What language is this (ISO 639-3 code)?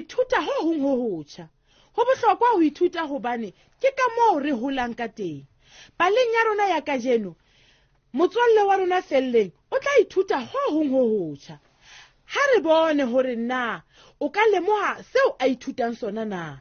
sot